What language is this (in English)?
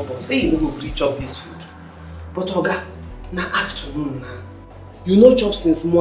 Nigerian Pidgin